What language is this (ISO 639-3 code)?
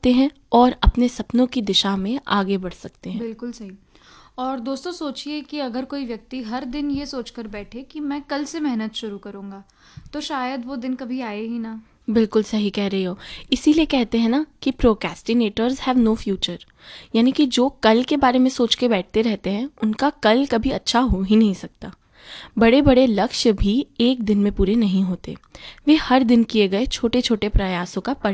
hin